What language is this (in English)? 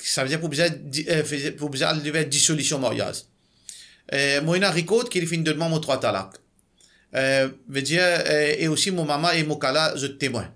Morisyen